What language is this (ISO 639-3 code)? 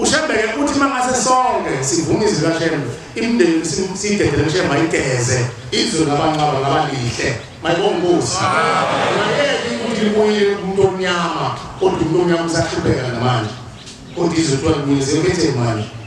zul